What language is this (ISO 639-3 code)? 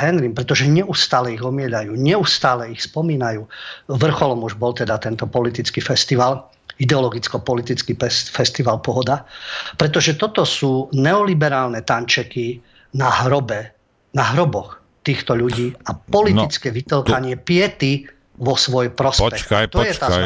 slk